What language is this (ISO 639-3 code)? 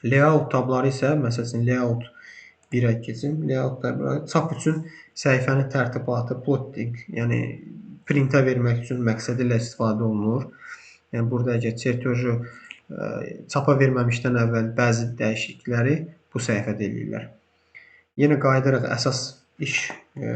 aze